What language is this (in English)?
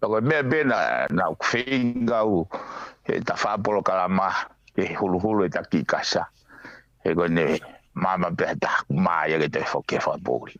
Tongan